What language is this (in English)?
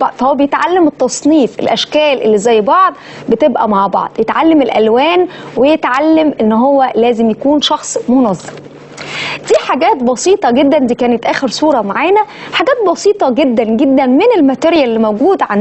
Egyptian Arabic